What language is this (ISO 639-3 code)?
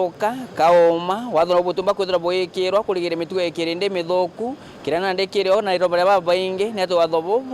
mer